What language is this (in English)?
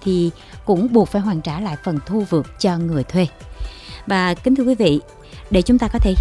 Vietnamese